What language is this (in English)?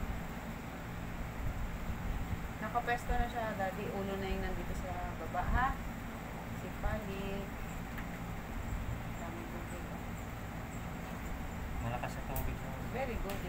Filipino